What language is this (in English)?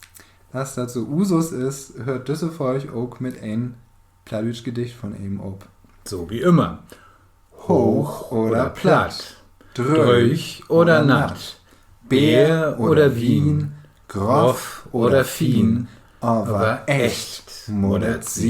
Low German